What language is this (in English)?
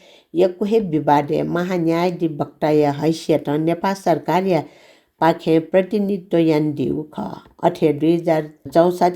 Newari